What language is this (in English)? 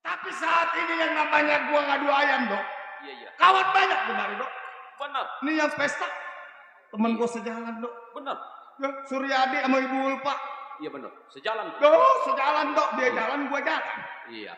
Betawi